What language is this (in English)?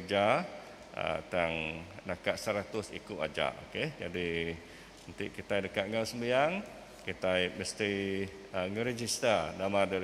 Iban